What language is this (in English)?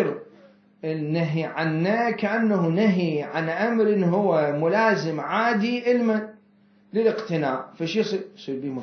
Mesopotamian Arabic